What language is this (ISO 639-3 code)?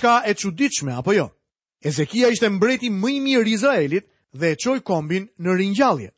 sqi